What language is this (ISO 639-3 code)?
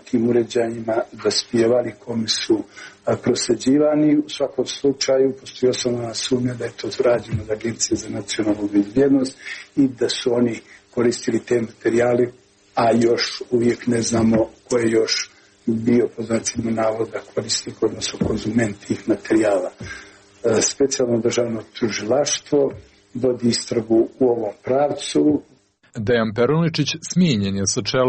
srp